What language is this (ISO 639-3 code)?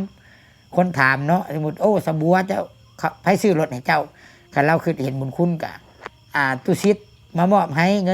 lao